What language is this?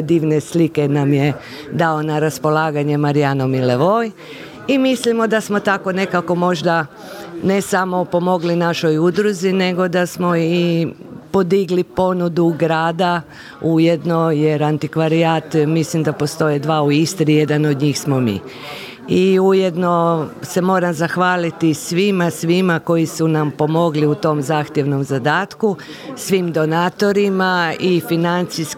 Croatian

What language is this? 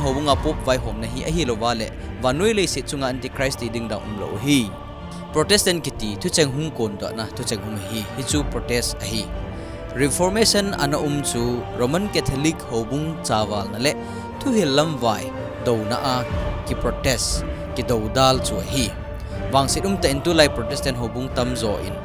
Thado Chin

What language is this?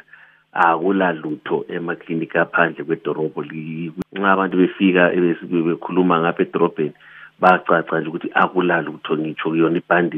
North Ndebele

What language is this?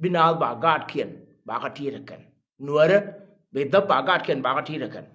Nuer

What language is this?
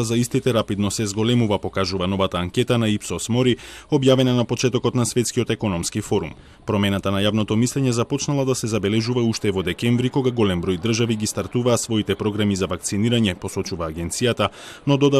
Macedonian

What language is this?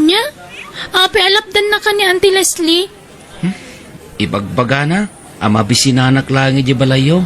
Iloko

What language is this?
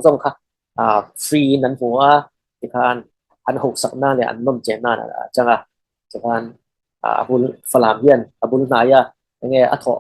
Falam Chin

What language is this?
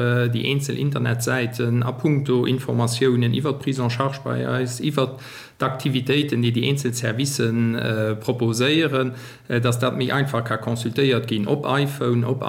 Luxembourgish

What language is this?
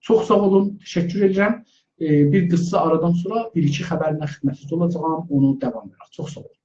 South Azerbaijani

